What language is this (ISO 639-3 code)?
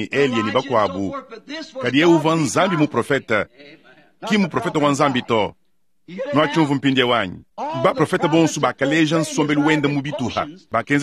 lua